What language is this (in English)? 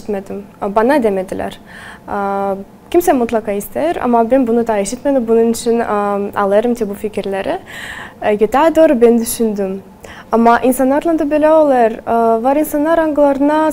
Gagauz